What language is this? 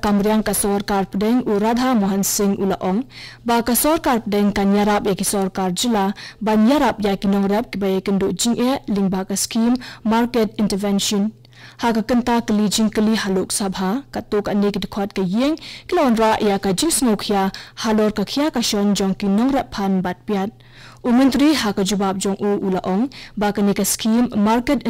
Khasi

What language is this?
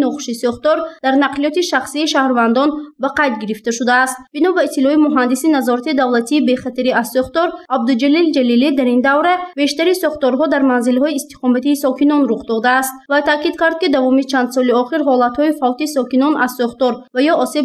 Tajik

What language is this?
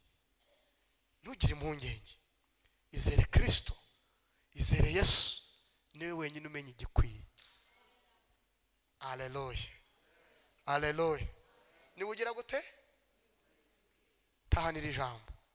Kinyarwanda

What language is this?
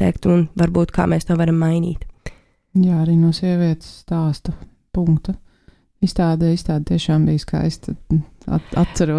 Latvian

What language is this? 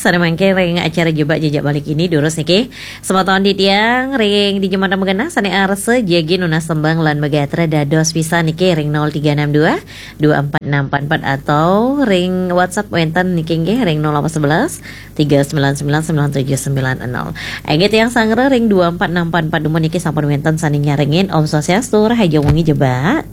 Balinese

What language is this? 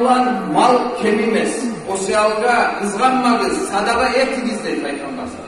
Kumyk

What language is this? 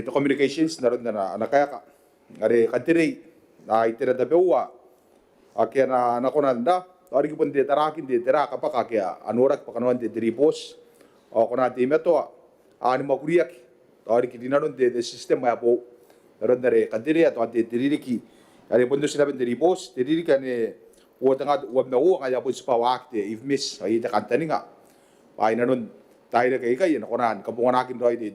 Gilbertese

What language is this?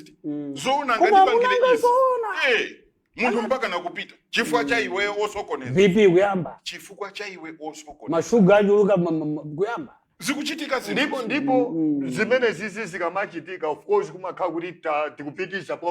Nyanja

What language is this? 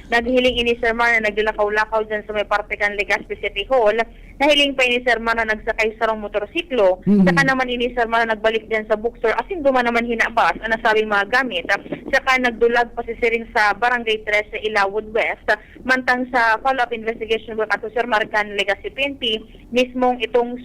Bikol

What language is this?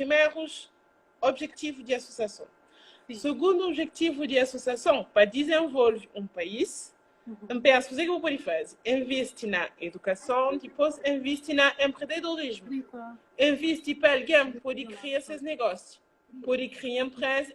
Kabuverdianu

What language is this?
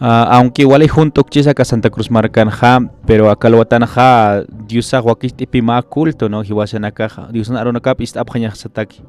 Aymara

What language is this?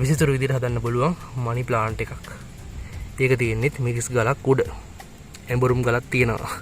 Sinhala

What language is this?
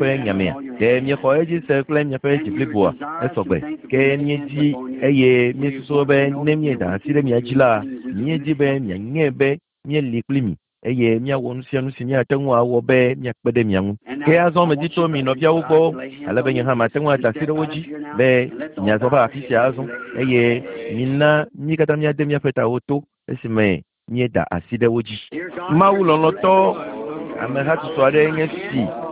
Ewe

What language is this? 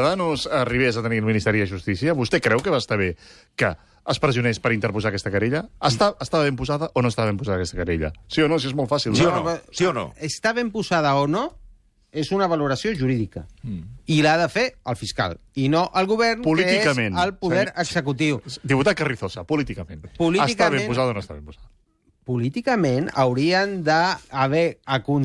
Catalan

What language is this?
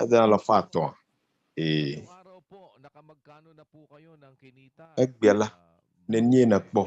Ewe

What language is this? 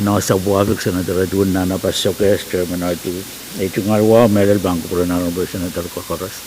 Pohnpeian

